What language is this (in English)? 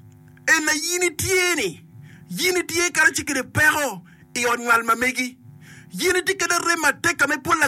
Acoli